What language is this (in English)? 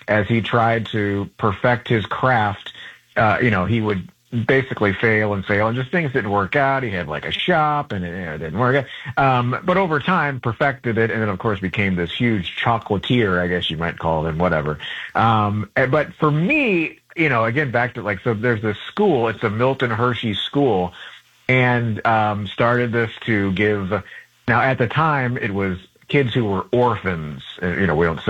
English